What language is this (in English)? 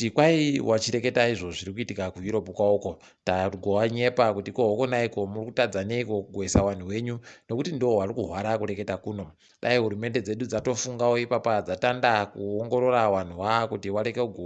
Ndau